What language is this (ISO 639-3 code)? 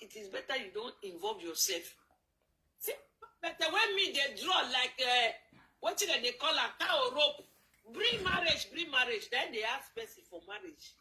pcm